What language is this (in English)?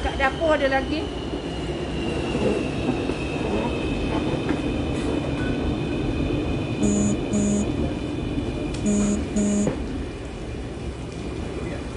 Malay